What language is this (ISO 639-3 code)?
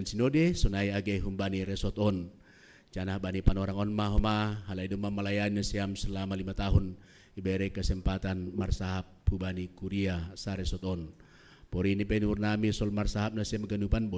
bts